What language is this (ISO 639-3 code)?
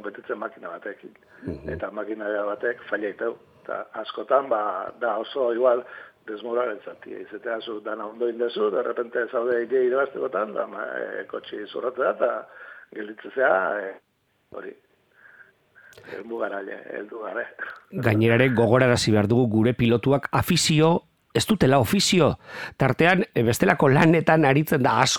eus